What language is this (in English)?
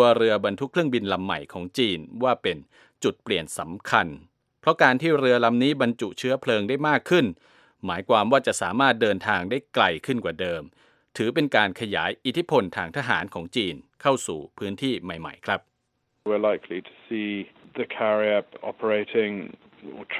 Thai